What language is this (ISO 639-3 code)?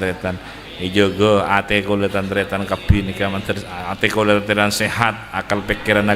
mad